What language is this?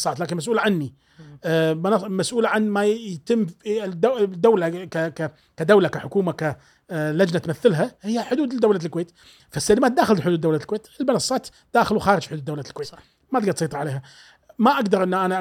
Gulf Arabic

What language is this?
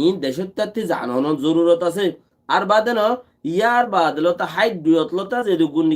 Rohingya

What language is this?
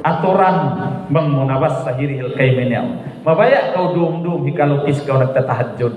Tausug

